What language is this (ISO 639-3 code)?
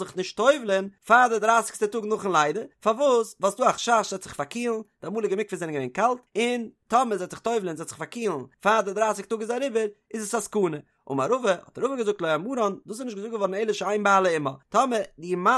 yid